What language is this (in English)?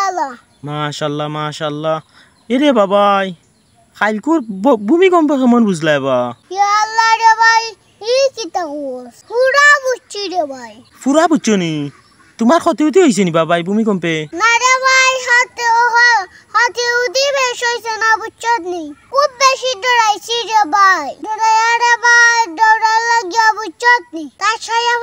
Sylheti